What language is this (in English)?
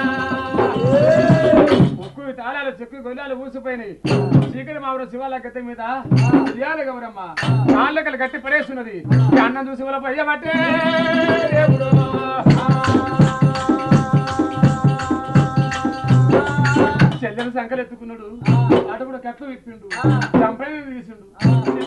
Telugu